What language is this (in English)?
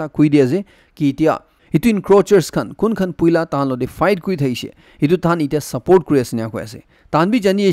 Naga Pidgin